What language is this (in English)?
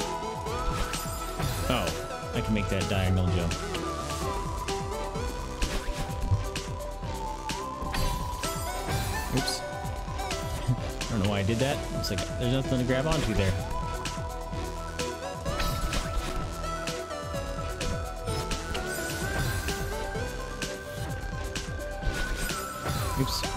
English